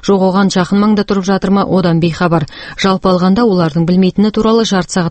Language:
Kazakh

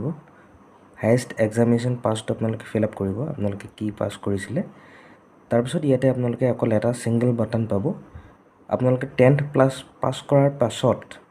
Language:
Assamese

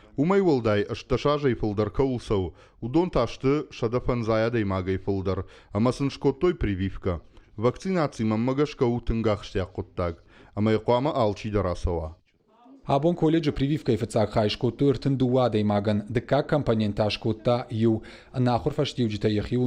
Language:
Ossetic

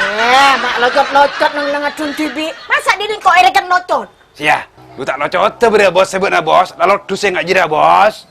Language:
Madurese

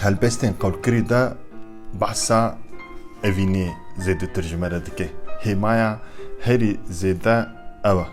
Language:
Kurdish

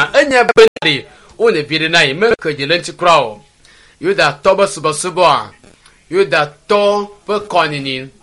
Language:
Ewe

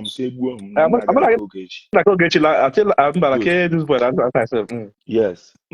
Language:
Igbo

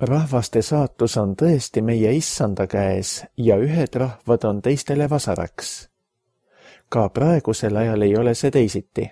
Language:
Estonian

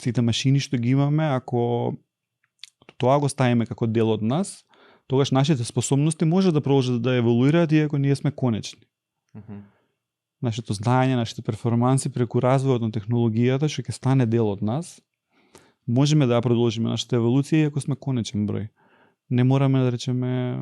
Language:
Macedonian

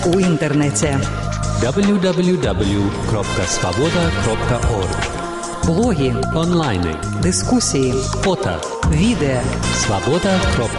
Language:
Belarusian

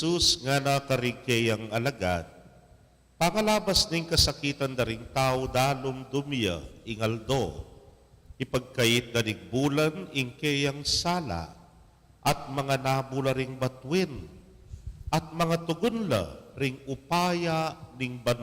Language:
Pampanga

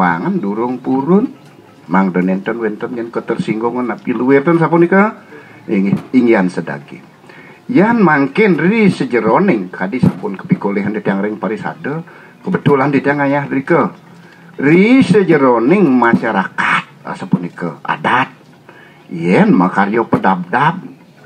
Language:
Balinese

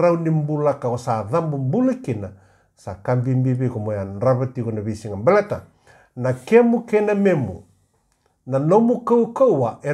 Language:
Fijian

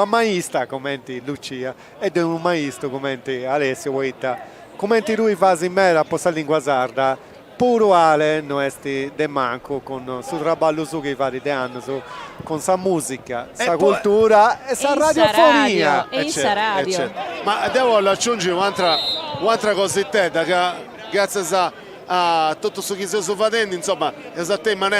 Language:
Sardinian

